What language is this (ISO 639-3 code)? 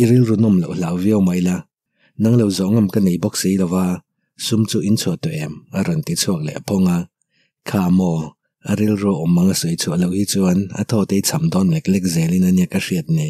lus